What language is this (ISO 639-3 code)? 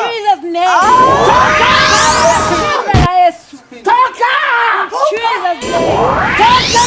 kik